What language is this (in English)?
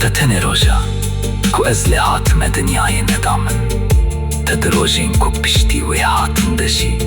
Kurdish